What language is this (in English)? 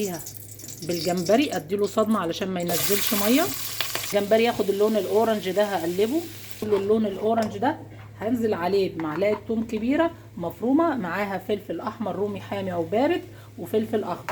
Egyptian Arabic